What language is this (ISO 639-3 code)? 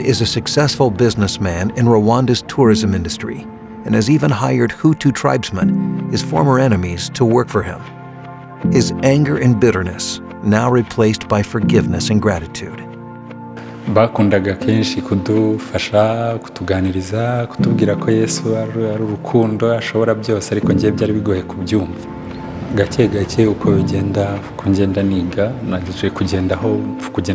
kin